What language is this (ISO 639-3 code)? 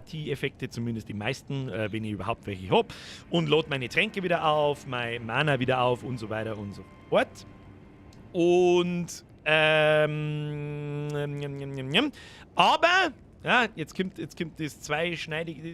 bar